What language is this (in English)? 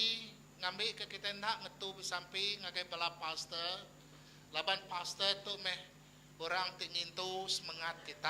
Iban